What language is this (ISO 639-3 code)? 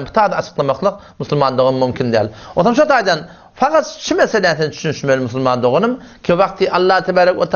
tuk